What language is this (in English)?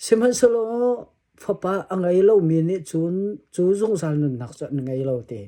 Hakha Chin